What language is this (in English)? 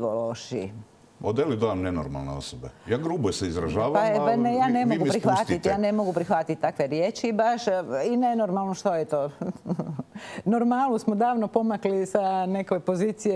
Croatian